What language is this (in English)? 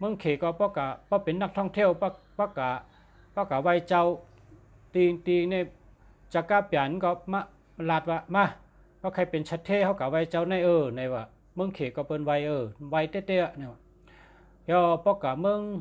Shan